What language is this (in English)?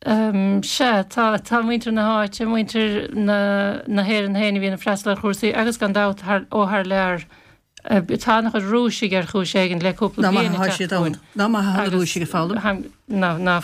Irish